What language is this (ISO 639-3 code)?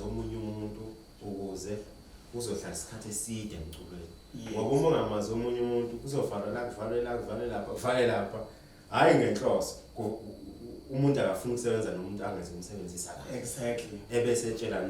zul